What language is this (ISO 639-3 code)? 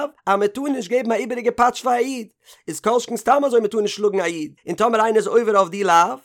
yid